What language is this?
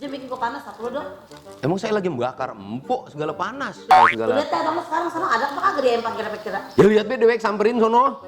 Betawi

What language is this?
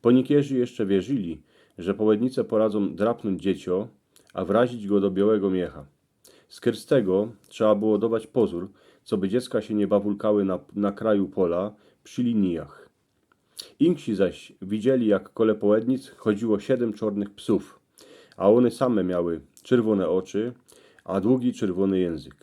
Silesian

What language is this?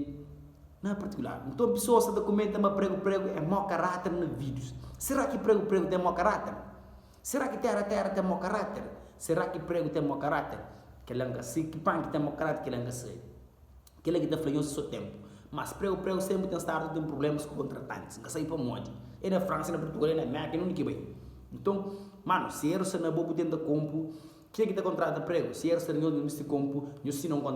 Kabuverdianu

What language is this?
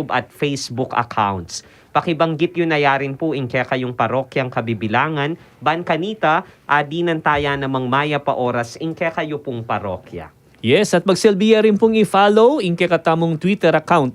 Pampanga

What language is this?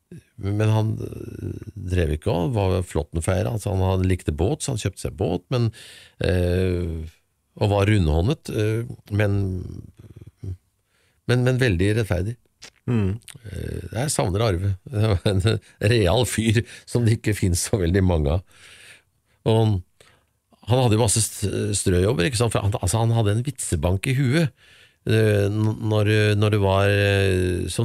Norwegian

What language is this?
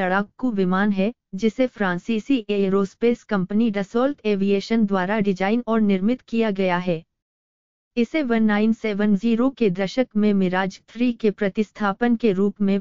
Hindi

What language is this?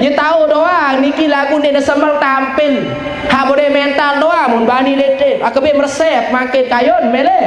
Sasak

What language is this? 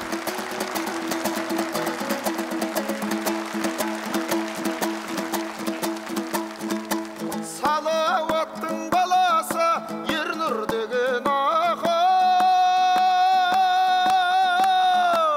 Kazakh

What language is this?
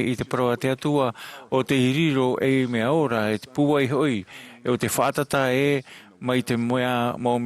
Tahitian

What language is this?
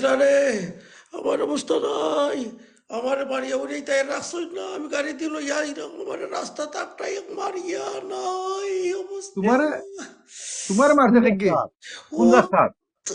Sylheti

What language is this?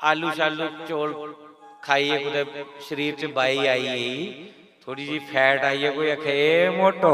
Dogri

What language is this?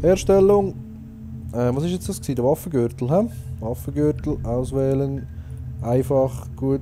Swiss German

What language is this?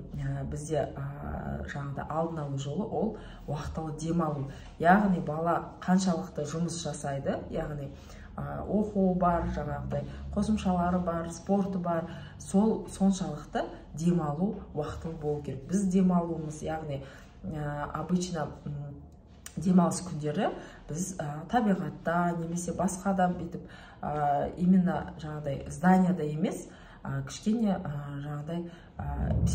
Kazakh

